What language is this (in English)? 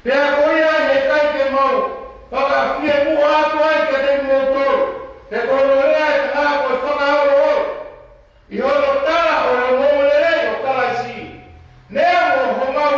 Tongan